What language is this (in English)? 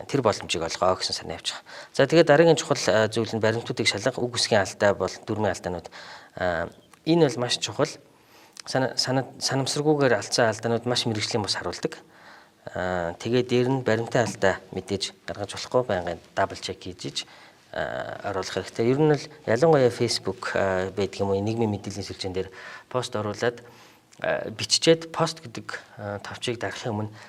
Mongolian